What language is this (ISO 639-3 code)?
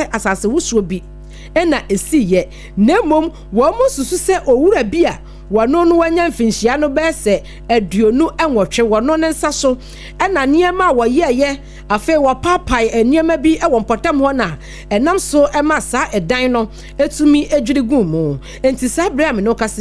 aka